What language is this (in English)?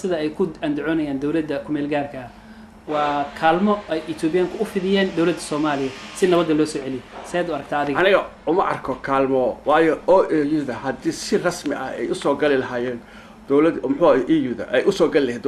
Somali